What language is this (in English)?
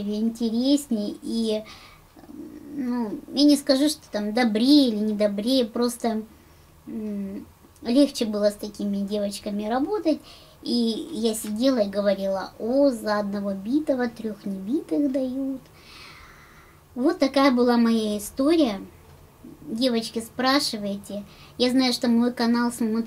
Russian